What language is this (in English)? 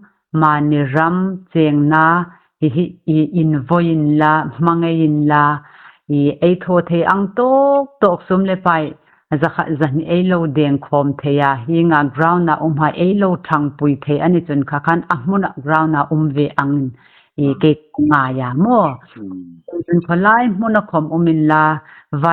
Hmar